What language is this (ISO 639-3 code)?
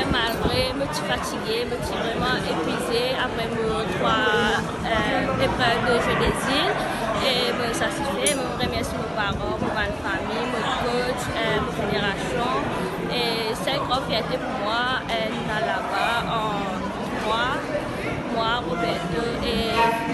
mfe